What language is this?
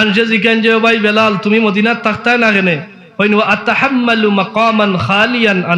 Sylheti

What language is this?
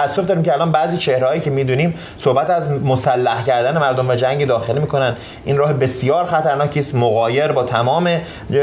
Persian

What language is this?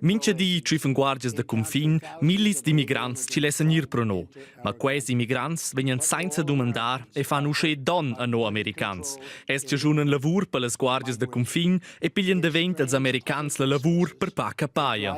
Romansh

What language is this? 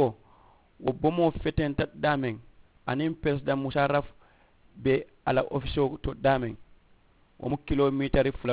Mandingo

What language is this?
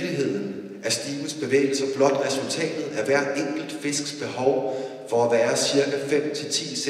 Danish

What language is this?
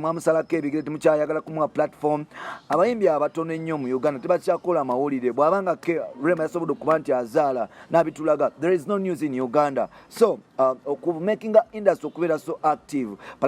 Ganda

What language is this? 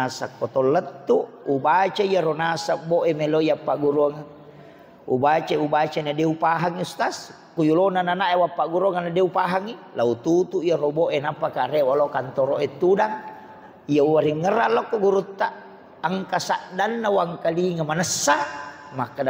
Buginese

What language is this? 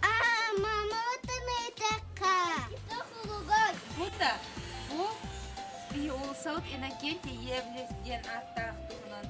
Yakut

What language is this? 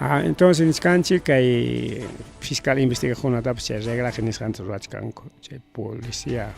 Ayacucho Quechua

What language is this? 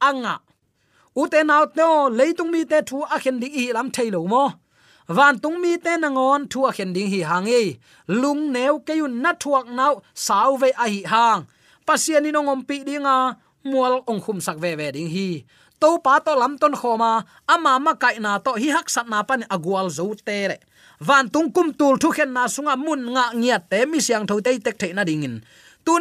Tedim Chin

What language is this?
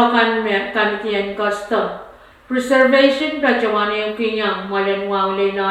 Pohnpeian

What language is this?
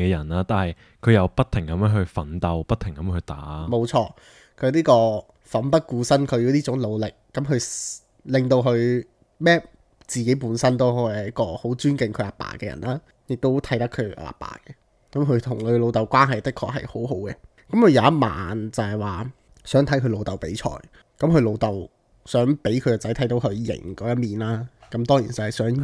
Cantonese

